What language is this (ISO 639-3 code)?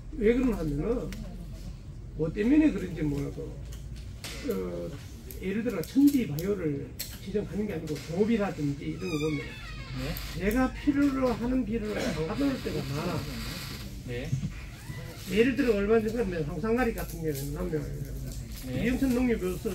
kor